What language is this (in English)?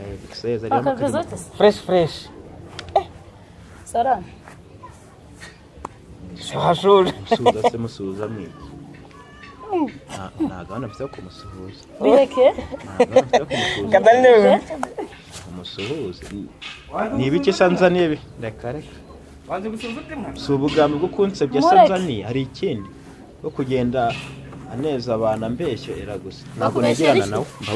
Kinyarwanda